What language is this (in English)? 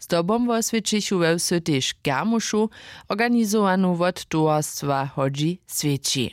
Upper Sorbian